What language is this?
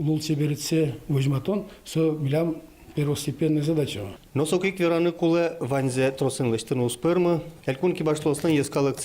Udmurt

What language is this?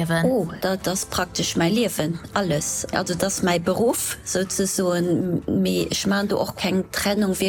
Luxembourgish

